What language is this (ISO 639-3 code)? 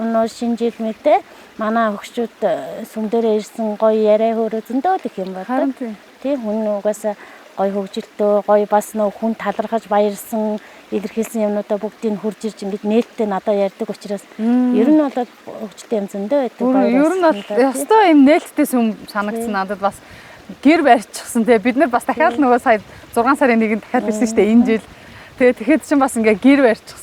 mon